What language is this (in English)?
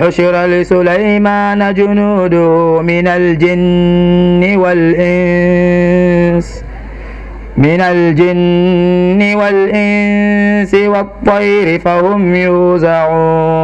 Arabic